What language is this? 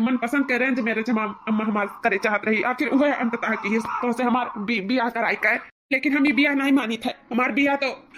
Awadhi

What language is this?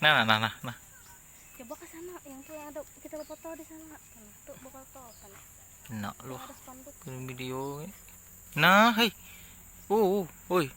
Banjar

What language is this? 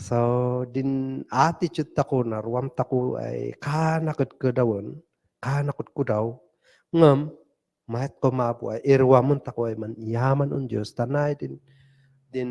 Kankanaey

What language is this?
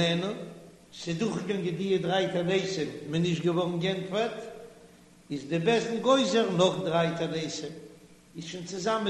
Yiddish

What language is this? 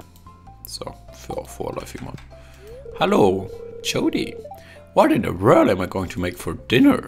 Swiss German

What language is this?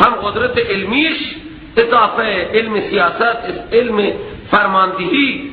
Persian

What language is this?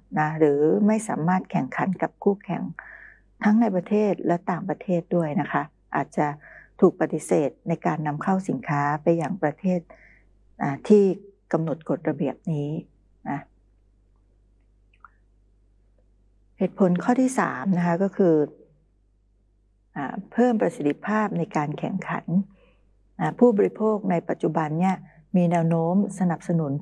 Thai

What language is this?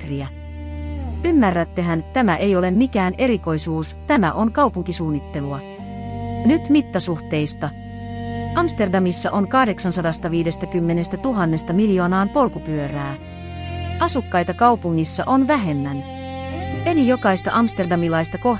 Finnish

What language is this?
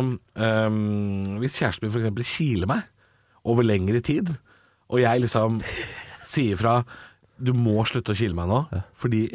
Norwegian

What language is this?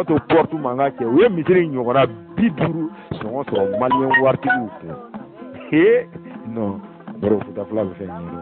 Bambara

